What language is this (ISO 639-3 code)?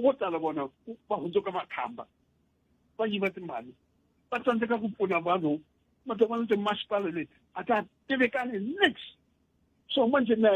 tso